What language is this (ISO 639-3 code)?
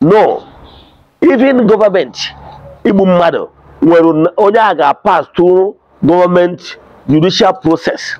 ibo